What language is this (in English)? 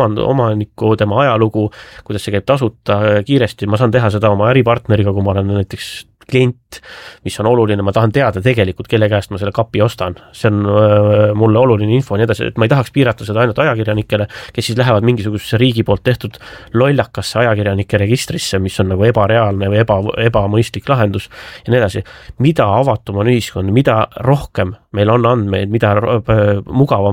Estonian